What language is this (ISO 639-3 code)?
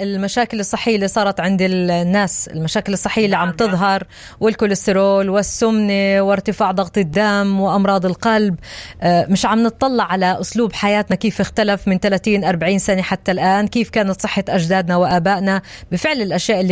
apc